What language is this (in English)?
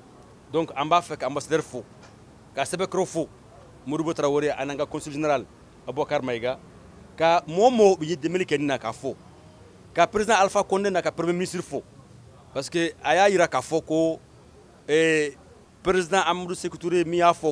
Bambara